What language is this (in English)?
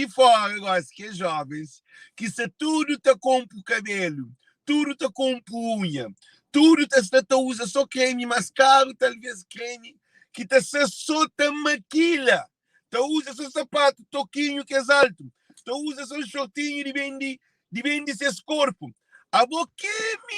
Kabuverdianu